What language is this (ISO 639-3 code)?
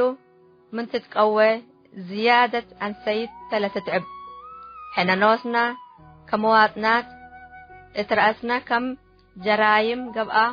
tig